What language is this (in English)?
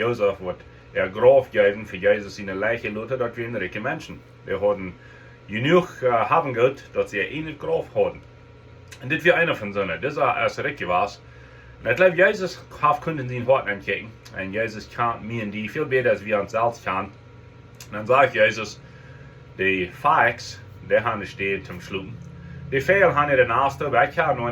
Plautdietsch